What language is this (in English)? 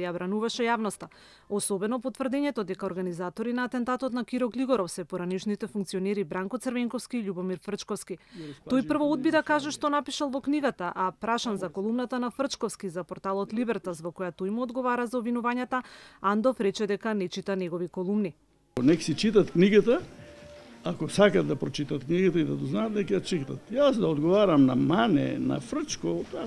Macedonian